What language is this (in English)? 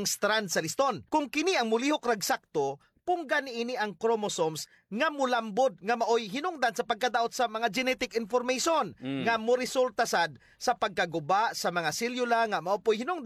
Cebuano